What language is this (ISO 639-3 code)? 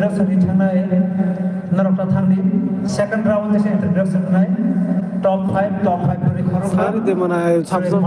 trp